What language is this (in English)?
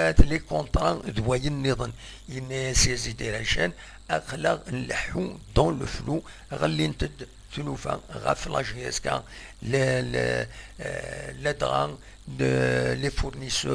Kabyle